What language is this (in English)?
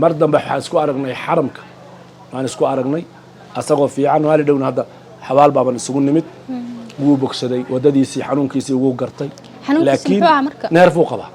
Somali